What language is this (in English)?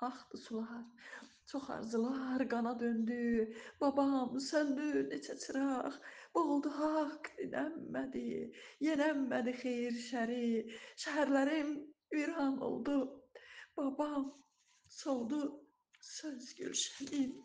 Azerbaijani